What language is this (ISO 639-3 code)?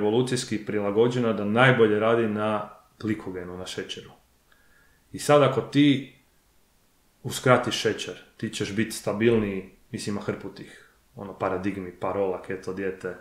hrv